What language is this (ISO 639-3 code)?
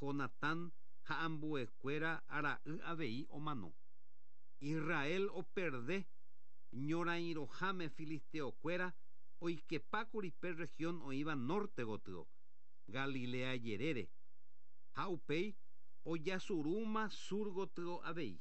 grn